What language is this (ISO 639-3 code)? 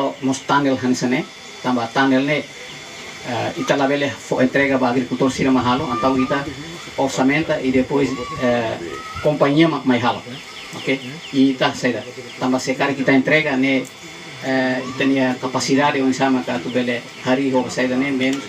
tet